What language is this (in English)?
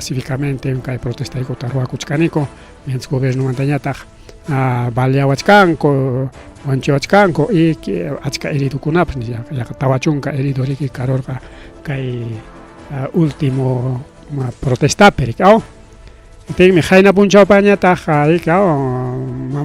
Ayacucho Quechua